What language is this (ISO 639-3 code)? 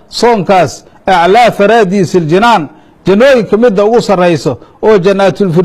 som